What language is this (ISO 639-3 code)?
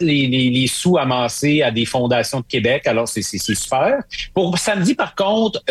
fra